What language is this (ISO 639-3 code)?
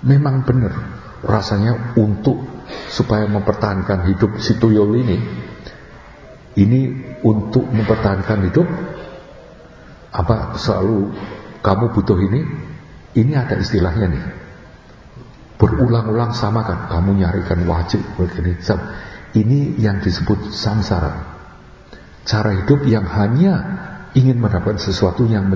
ind